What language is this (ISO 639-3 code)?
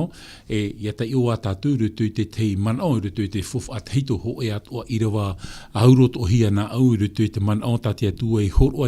tah